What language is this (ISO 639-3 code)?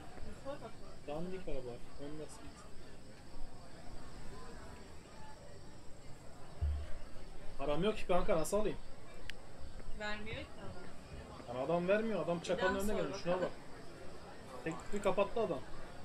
tur